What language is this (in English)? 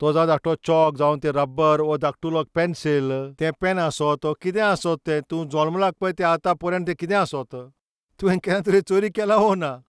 Konkani